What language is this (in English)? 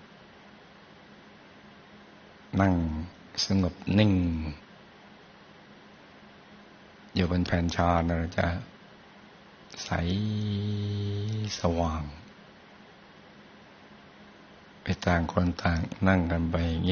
Thai